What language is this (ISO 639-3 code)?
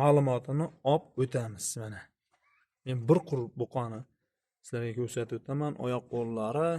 uzb